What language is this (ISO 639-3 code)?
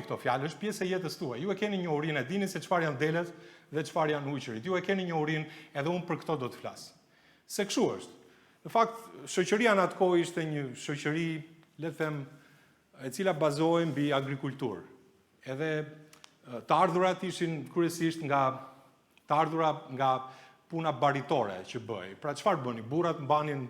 sqi